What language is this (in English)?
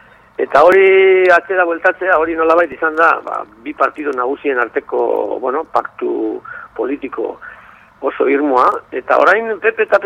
Basque